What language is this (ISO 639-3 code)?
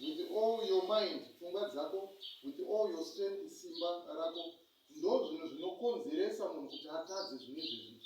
sna